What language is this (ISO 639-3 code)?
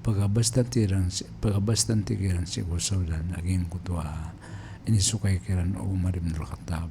mrw